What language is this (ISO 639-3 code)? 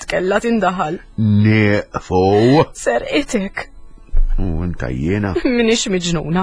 mlt